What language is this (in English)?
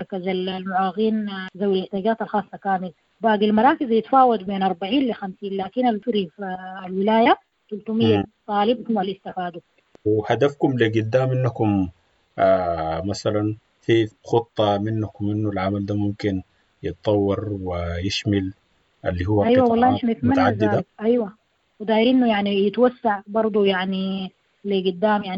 Sudanese Arabic